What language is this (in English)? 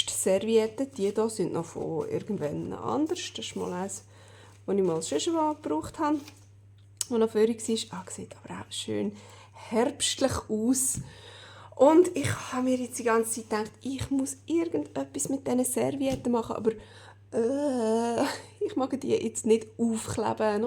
Swiss German